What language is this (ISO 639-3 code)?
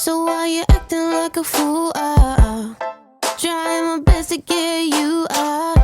bjn